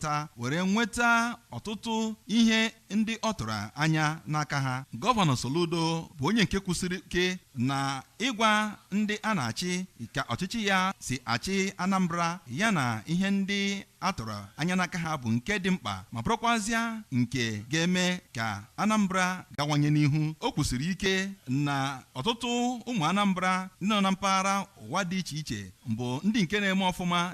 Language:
Igbo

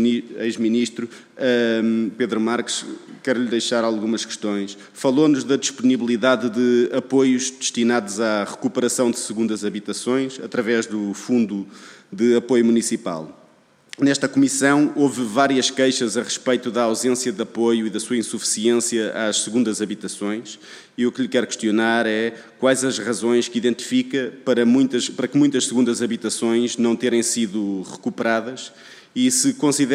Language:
Portuguese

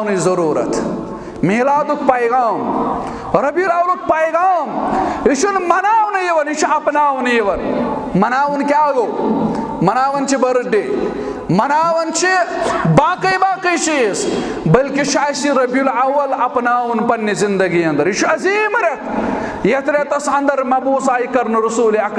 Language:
Kashmiri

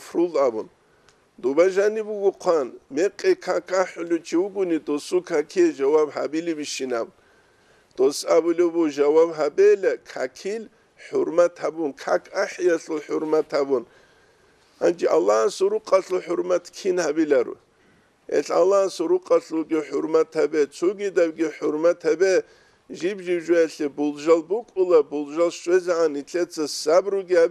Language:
Avaric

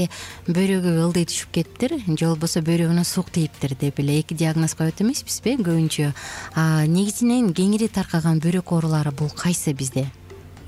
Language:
Kyrgyz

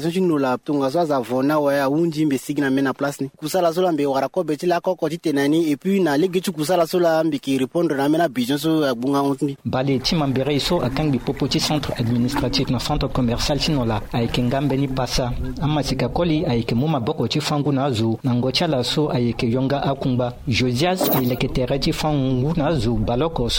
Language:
Sango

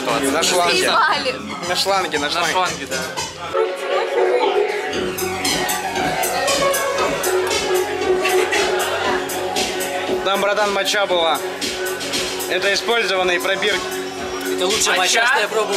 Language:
Russian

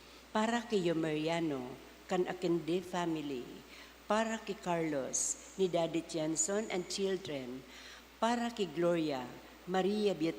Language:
Bikol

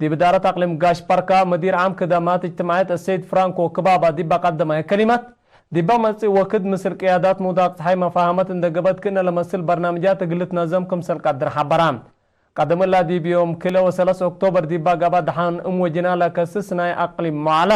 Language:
Tigre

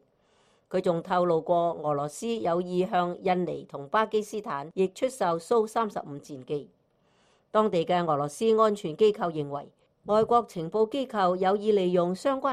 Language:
Cantonese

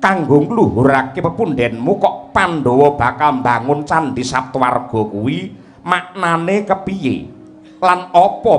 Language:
Javanese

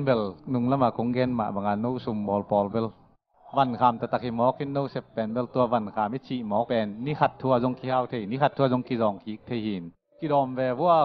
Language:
Tedim Chin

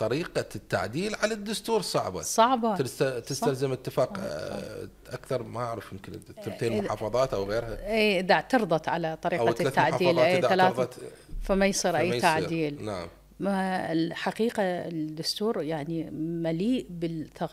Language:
Mesopotamian Arabic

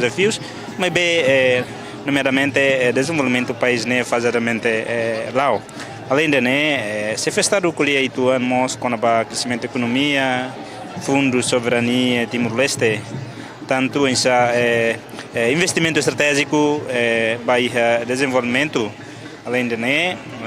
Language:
Tetum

